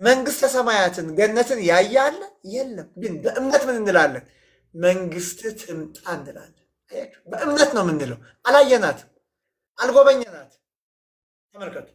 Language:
Amharic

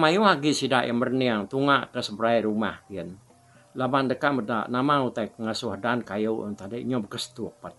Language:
Iban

